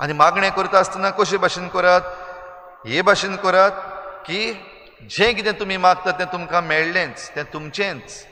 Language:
Konkani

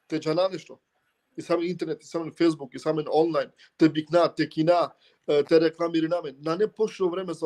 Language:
Balkan Romani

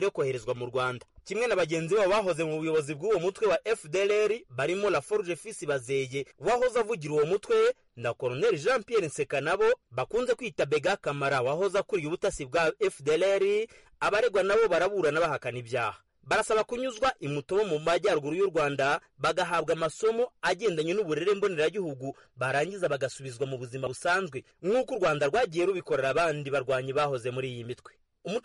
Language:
Kinyarwanda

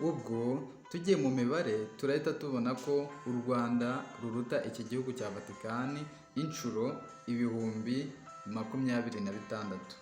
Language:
Kinyarwanda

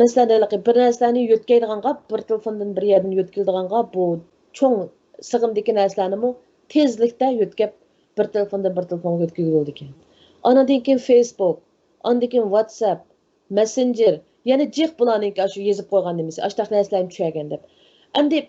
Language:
Uyghur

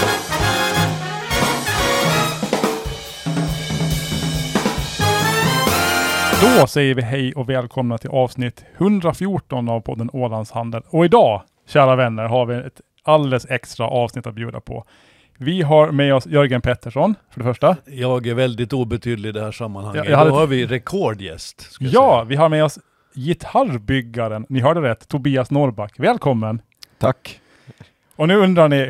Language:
Swedish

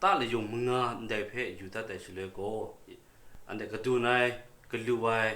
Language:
Kachin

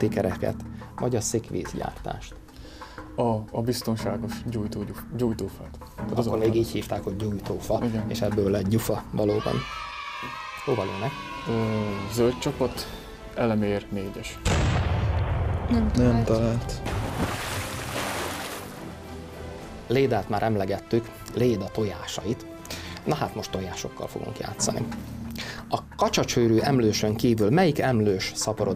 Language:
Hungarian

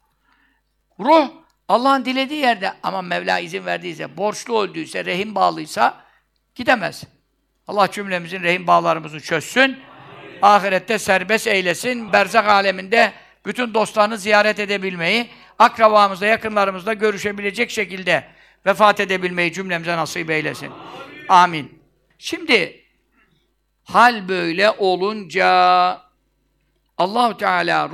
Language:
Turkish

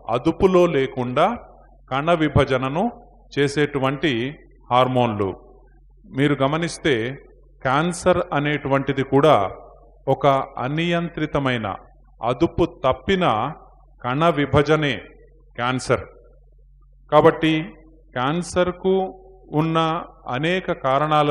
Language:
Telugu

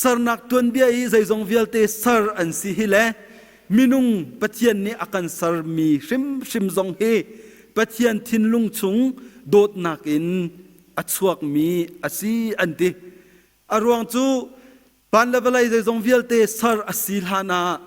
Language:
Hakha Chin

